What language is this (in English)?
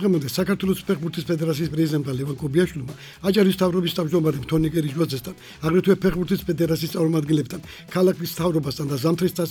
Georgian